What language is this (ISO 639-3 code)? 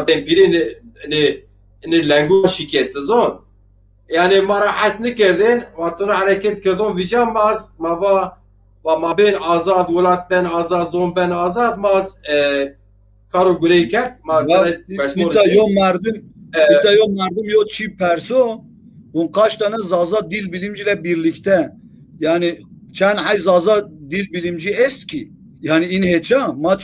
zza